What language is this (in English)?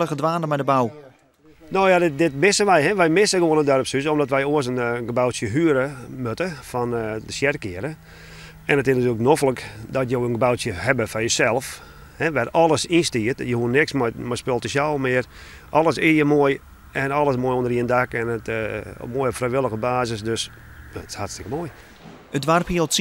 Western Frisian